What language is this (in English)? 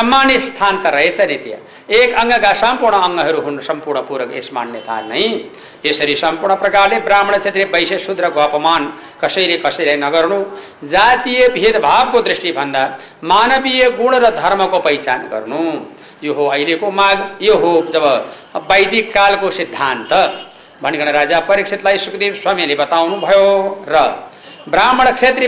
Nepali